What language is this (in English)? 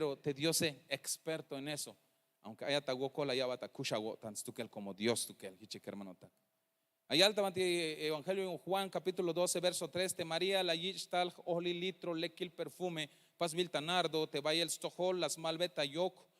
Tzeltal